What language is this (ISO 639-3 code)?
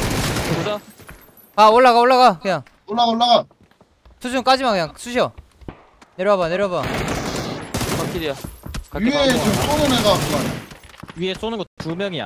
kor